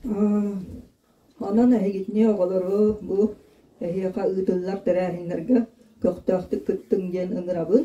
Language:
Yakut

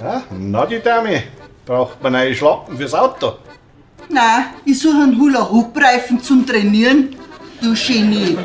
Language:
Bavarian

